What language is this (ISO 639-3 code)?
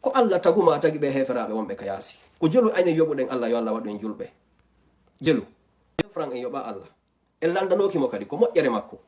ful